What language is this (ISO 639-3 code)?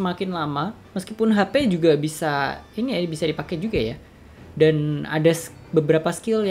ind